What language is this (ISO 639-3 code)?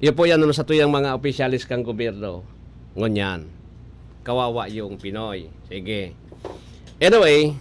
bik